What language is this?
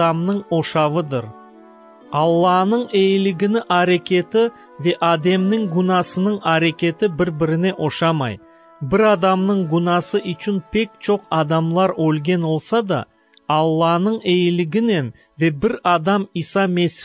Crimean Tatar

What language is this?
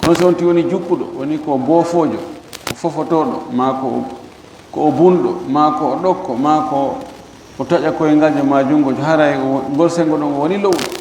Fula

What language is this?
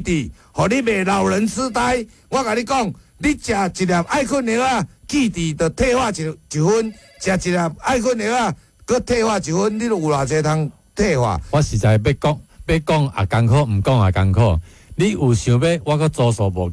Min Nan Chinese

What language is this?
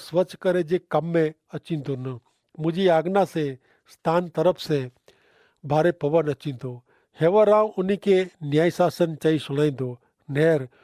Kachhi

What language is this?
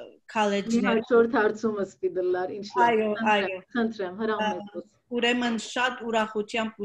Western Armenian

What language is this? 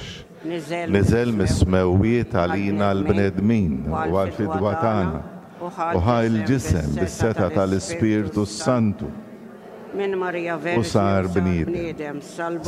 Maltese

